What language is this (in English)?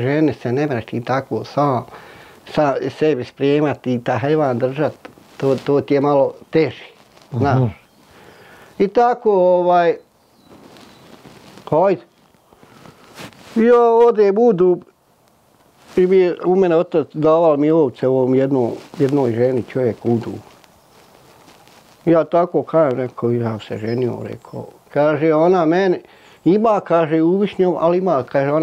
Bosnian